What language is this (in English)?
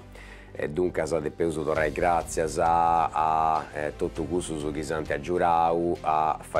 Italian